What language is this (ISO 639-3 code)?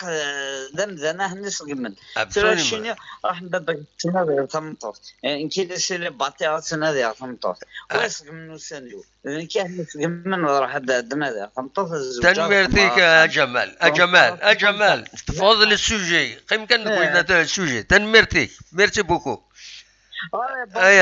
kab